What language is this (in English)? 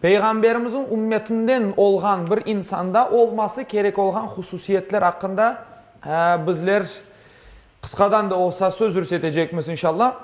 Crimean Tatar